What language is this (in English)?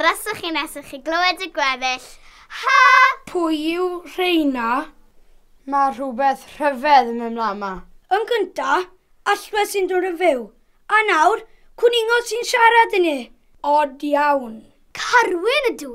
Welsh